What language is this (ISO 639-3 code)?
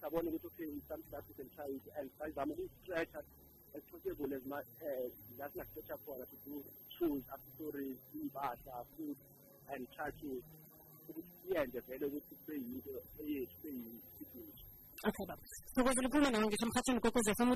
nbl